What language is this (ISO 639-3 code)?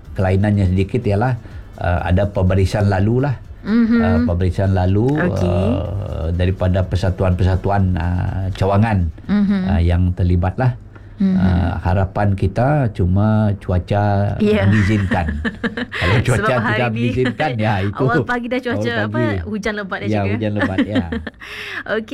msa